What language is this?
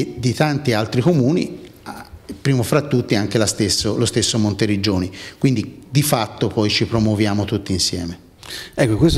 Italian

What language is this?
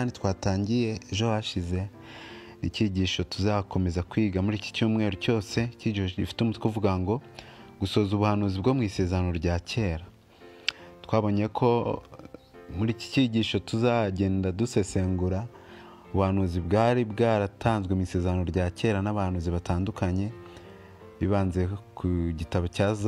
Kinyarwanda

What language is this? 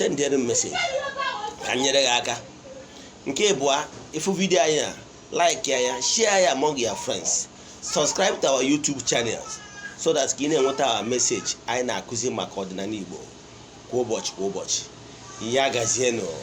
Igbo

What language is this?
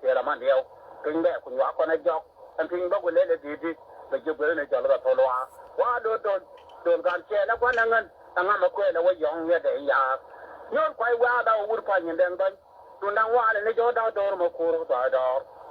Nuer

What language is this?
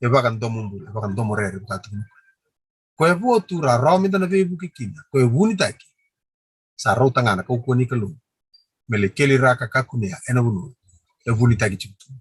Fijian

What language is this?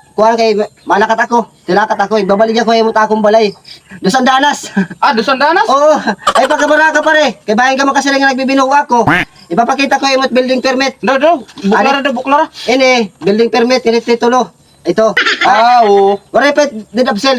Waray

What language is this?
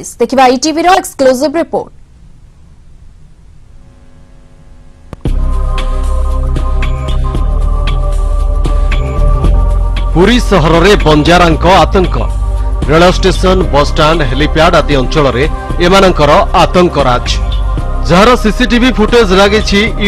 Odia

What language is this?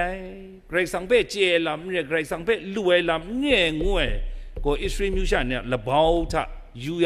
Kachin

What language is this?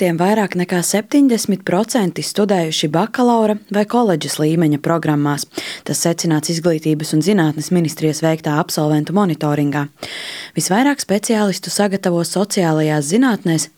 Latvian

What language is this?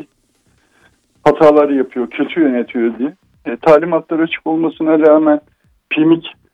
Turkish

